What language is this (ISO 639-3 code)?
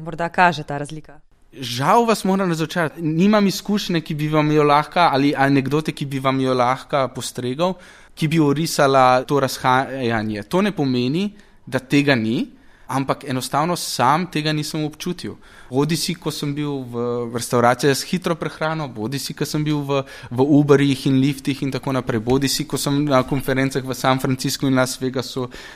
slv